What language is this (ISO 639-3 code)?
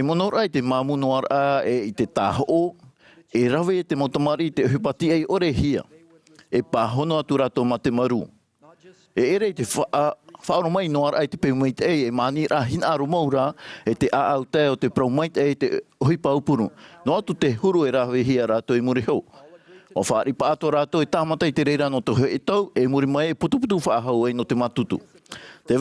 tah